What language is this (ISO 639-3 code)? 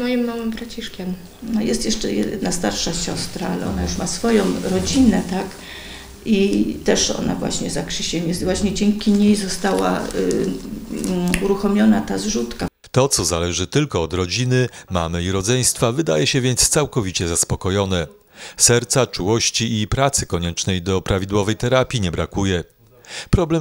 pol